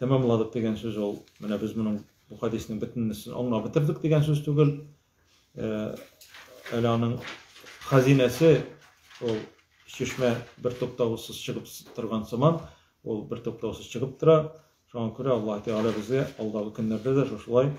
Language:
Tatar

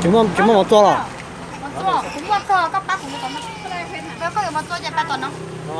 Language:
Hmong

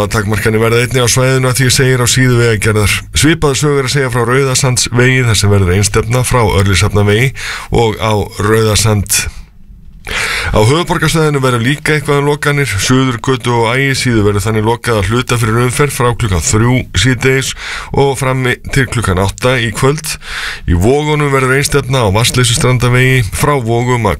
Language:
Icelandic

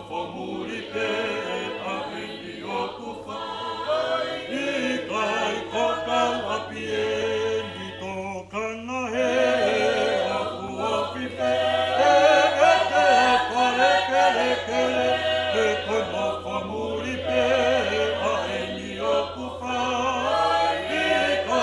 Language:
Tongan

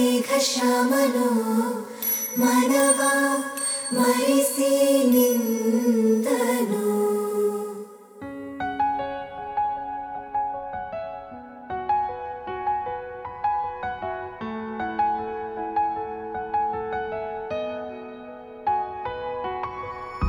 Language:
Kannada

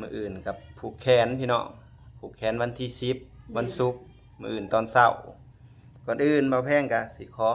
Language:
Lao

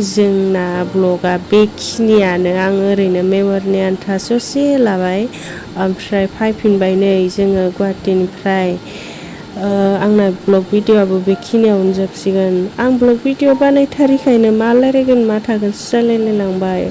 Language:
Bodo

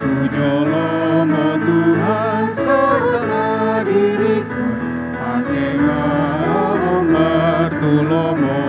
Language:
Batak Toba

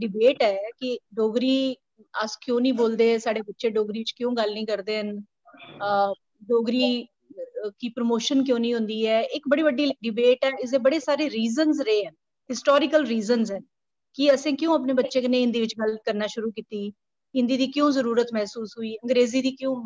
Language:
Dogri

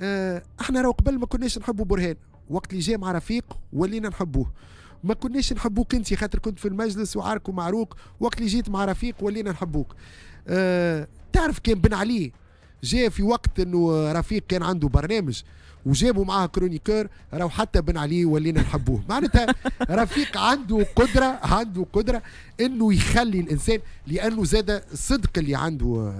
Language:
Tunisian Arabic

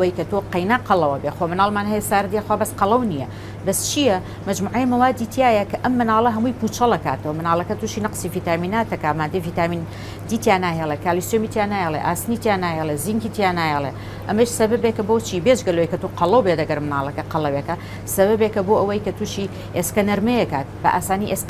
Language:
Central Kurdish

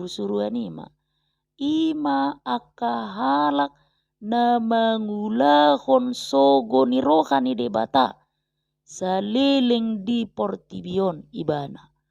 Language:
Batak Toba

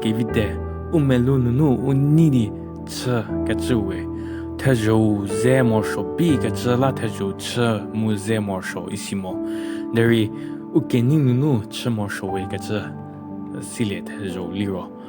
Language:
Angami Naga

